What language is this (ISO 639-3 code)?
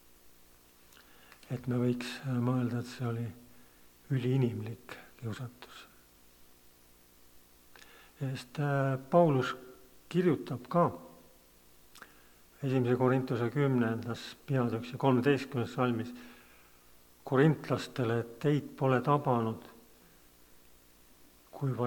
est